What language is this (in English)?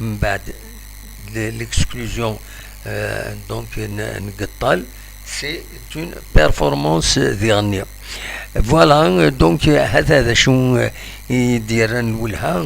Kabyle